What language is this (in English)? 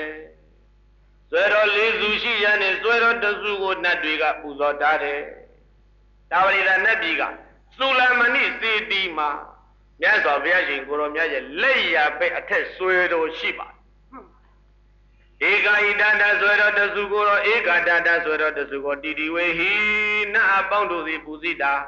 Burmese